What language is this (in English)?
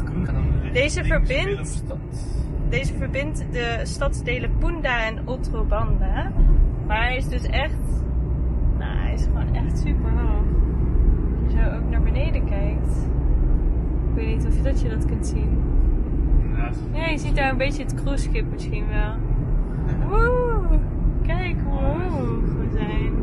Dutch